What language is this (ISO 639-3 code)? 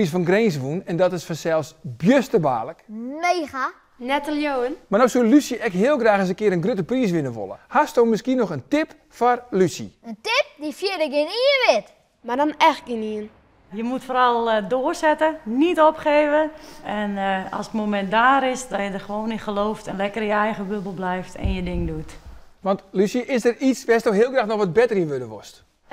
fry